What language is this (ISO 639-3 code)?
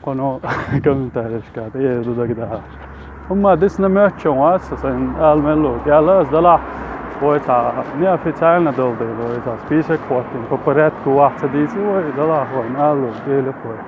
che